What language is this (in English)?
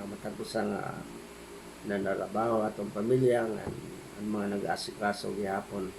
Waray